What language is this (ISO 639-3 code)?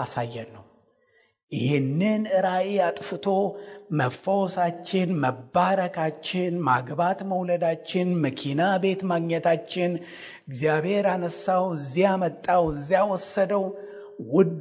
amh